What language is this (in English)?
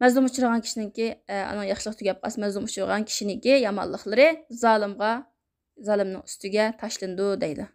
Uyghur